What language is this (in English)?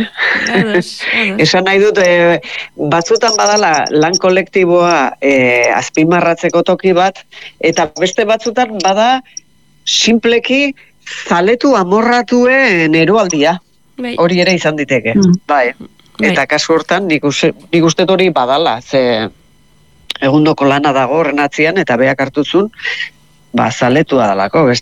Basque